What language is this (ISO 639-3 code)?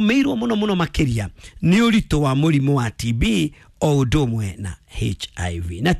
kik